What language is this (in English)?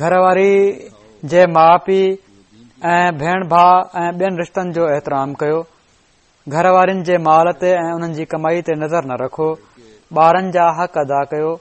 Sindhi